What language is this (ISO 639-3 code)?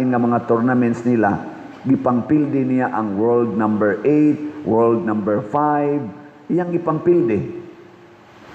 ceb